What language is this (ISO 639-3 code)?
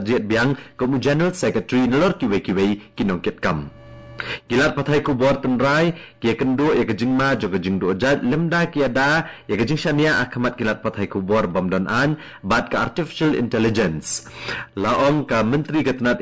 kha